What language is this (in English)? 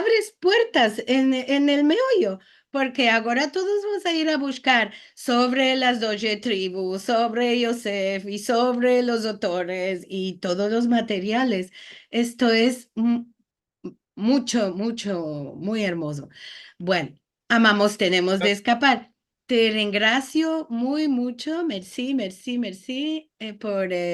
Ladino